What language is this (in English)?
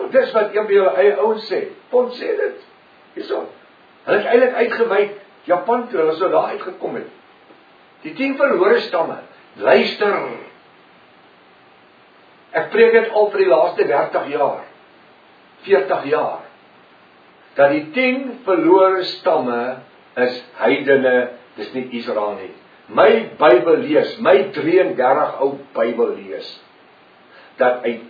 Afrikaans